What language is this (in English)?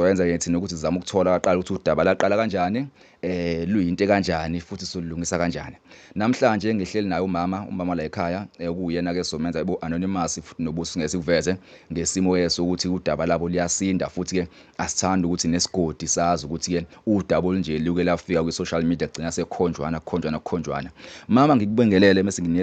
Zulu